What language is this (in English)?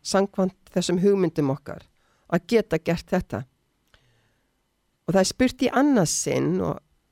Icelandic